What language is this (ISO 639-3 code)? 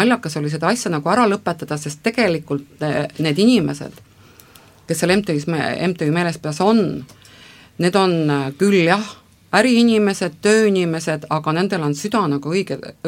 est